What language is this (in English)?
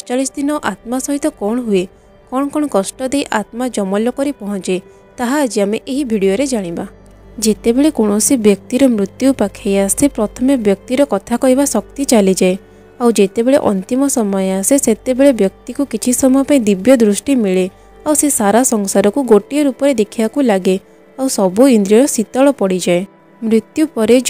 Odia